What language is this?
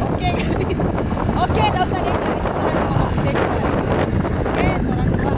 Manado Malay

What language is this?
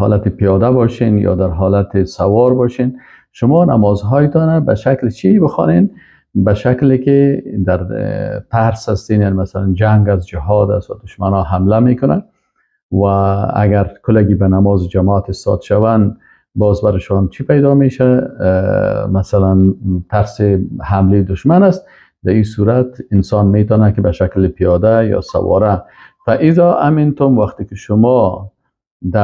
Persian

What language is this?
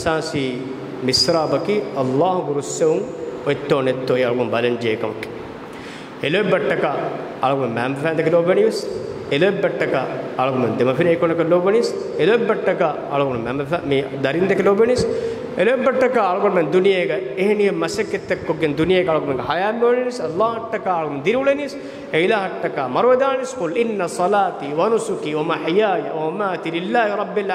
Divehi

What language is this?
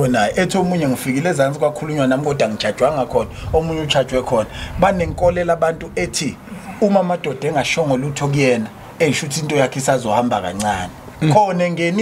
Zulu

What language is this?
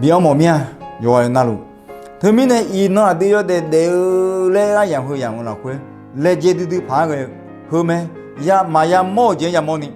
Akha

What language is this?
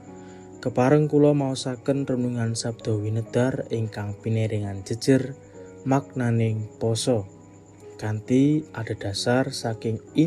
Javanese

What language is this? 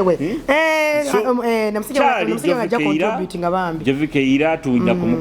Nyoro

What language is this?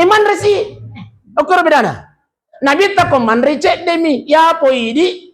Buginese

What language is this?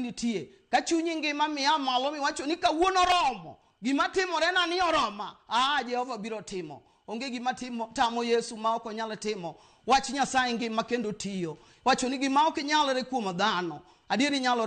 Luo (Kenya and Tanzania)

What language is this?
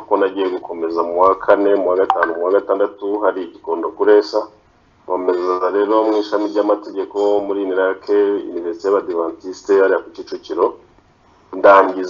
Kinyarwanda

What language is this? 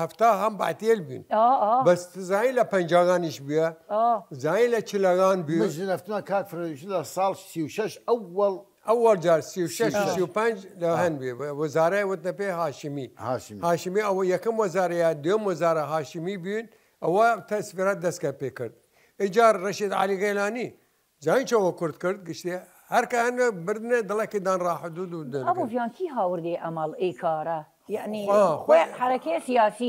Southern Kurdish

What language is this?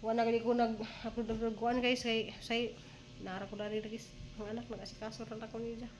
Cebuano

